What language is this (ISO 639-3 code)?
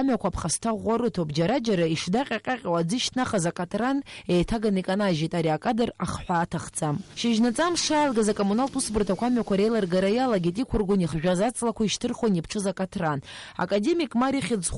abk